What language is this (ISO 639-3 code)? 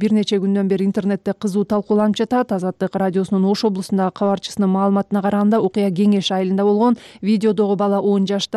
kir